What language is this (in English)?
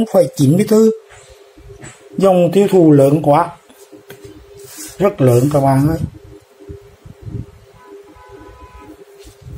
Vietnamese